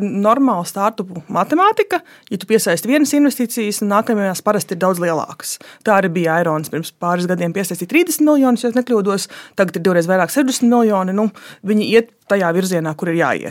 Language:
Latvian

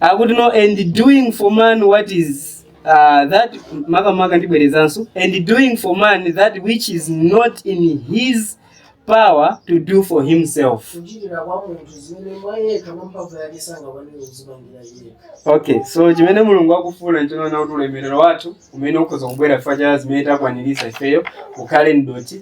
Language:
Nyanja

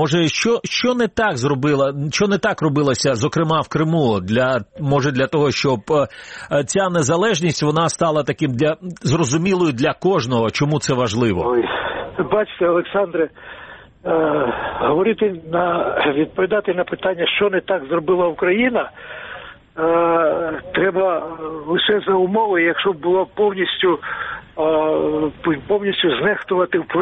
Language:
Ukrainian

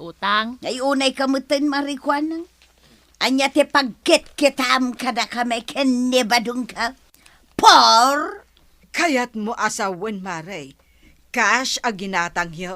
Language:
Iloko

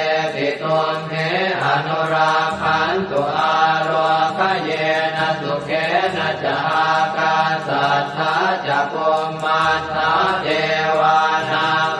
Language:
Pali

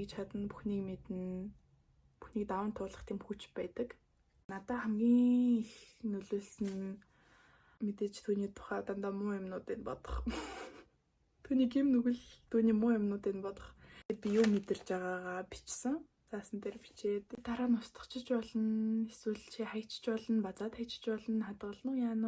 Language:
Mongolian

